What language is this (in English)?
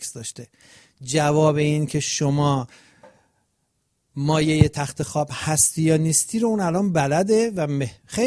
Persian